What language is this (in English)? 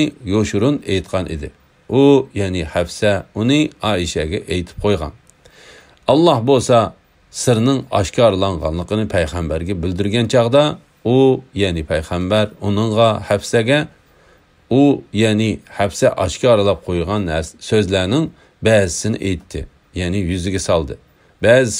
Uyghur